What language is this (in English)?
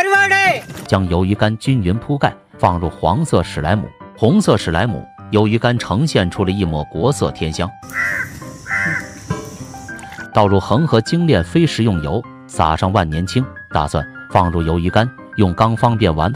Chinese